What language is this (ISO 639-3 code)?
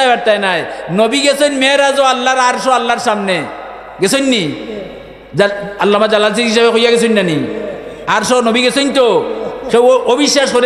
syl